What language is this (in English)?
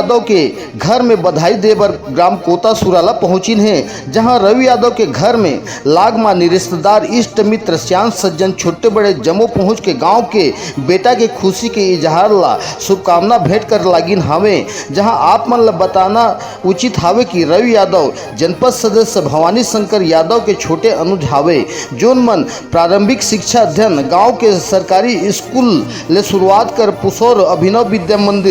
Chhattisgarhi